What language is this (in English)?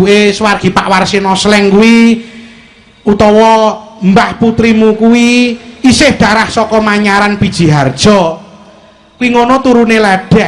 Javanese